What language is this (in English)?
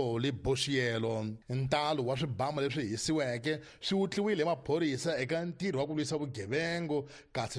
Tsonga